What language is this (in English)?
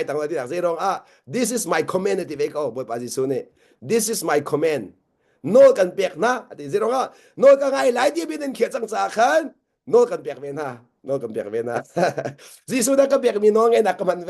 Hakha Chin